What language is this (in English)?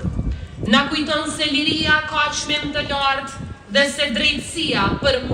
Albanian